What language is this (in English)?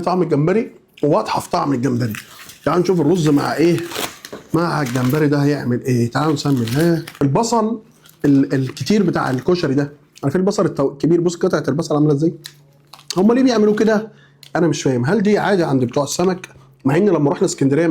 Egyptian Arabic